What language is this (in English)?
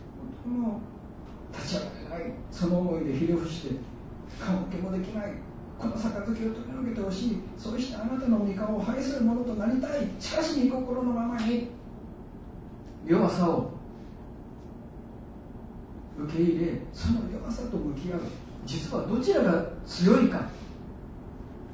Japanese